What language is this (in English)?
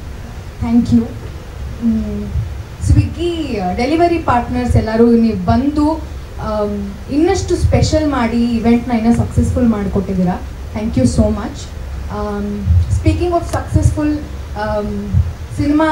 Kannada